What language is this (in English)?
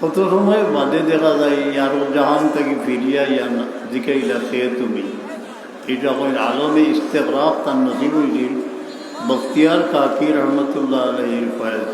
Sylheti